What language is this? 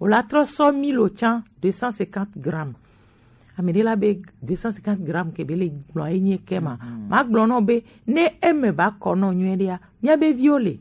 Gen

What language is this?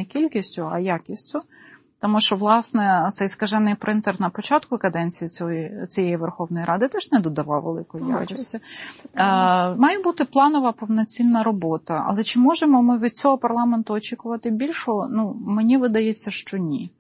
Ukrainian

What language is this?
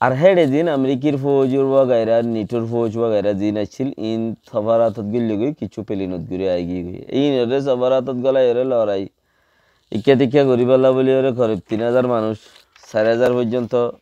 Rohingya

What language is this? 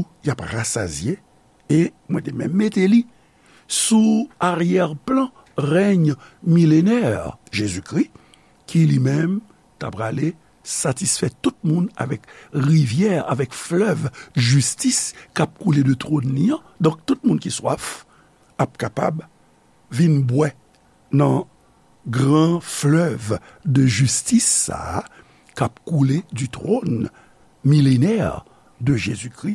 Haitian Creole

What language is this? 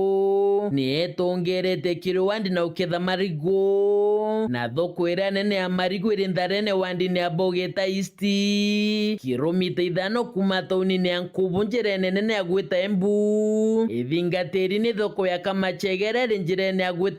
Meru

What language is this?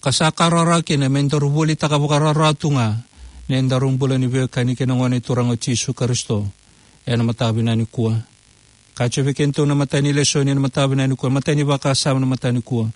Fijian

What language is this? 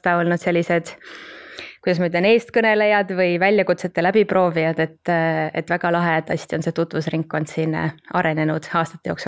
Estonian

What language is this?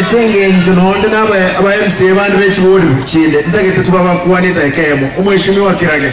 Gusii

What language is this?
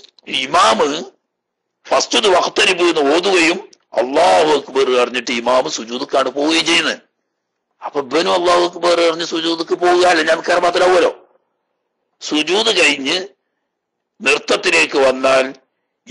Malayalam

